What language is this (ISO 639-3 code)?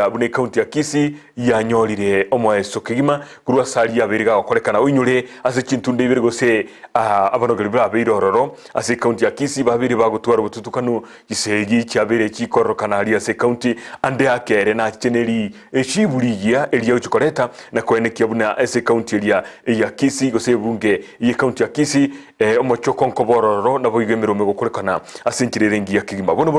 guz